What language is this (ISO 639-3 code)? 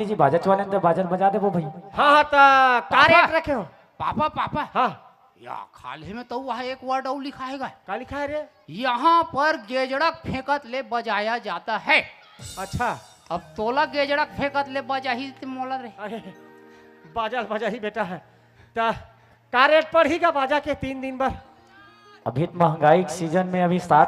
hne